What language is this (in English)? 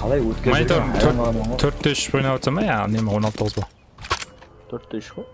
Kara-Kalpak